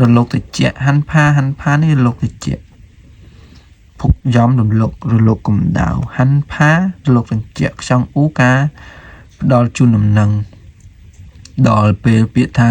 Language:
Khmer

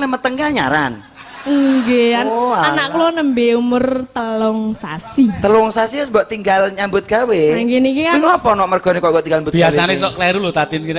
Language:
Javanese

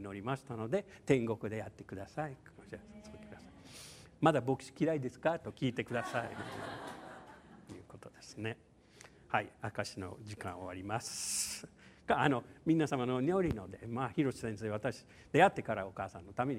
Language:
Japanese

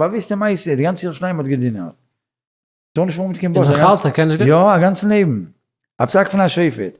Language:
Yiddish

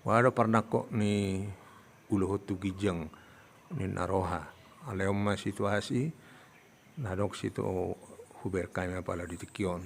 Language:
Batak Toba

